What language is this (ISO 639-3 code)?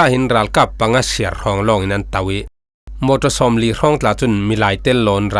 cfm